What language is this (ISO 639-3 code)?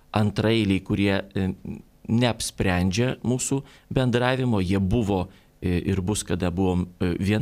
lit